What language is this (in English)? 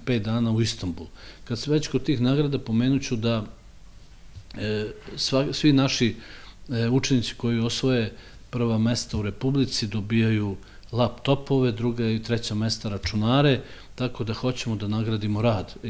Serbian